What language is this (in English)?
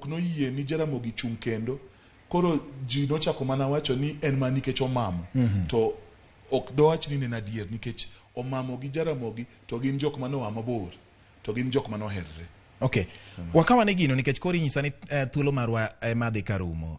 Luo (Kenya and Tanzania)